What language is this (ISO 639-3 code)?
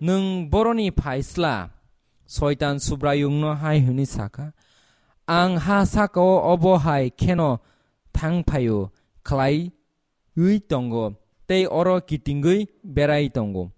trp